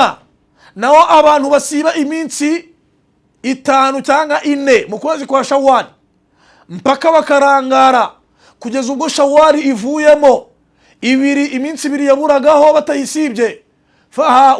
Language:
Kinyarwanda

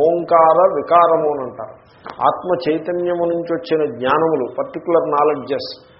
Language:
Telugu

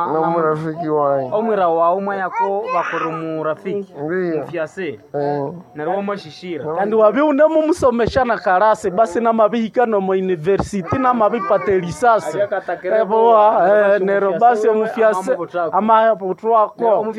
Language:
Nande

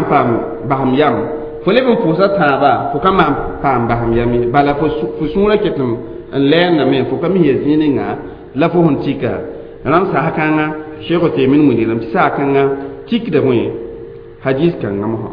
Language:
Mossi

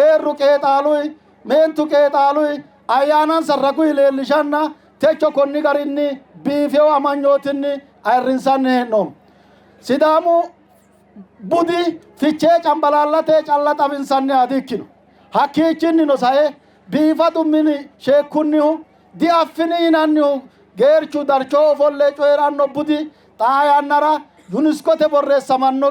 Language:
Sidamo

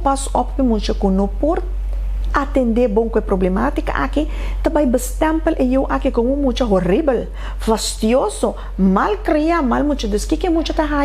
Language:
Papiamento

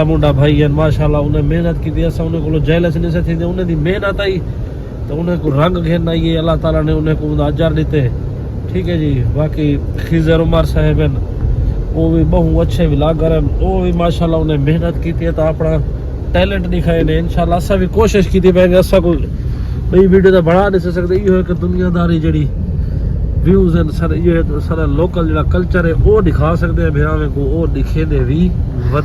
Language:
Saraiki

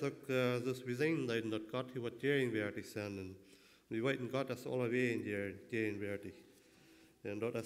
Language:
Plautdietsch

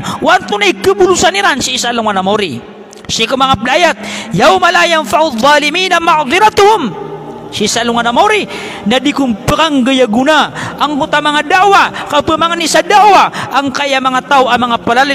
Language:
Maranao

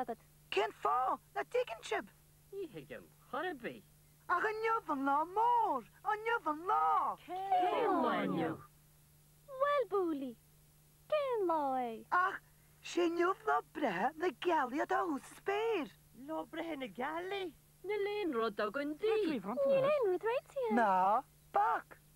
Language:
Irish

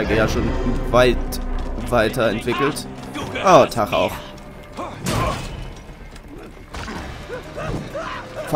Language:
German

